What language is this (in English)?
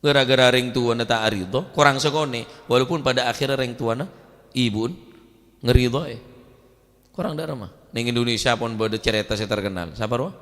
Madurese